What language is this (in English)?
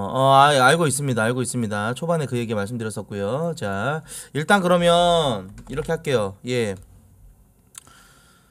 Korean